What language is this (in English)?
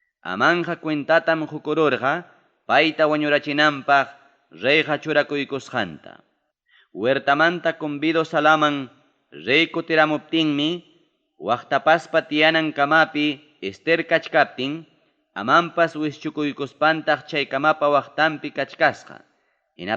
Ayacucho Quechua